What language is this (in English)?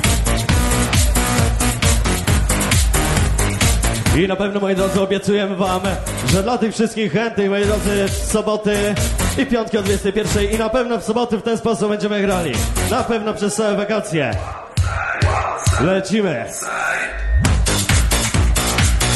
Polish